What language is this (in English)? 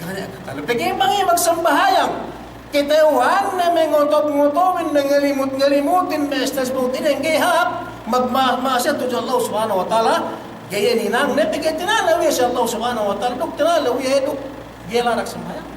Yakan